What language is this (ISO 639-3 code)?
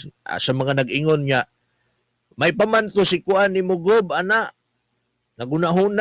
ceb